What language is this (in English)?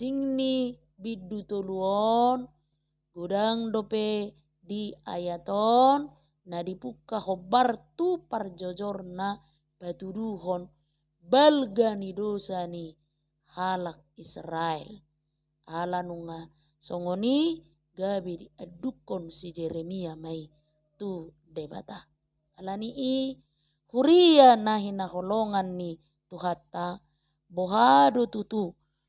Batak Toba